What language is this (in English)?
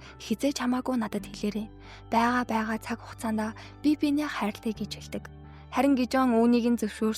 Mongolian